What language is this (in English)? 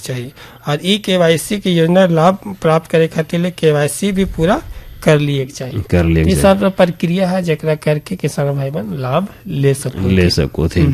Bhojpuri